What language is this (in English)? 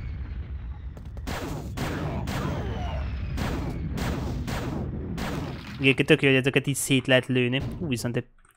Hungarian